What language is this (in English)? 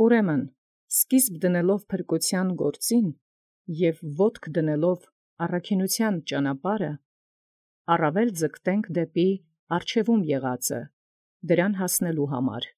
Armenian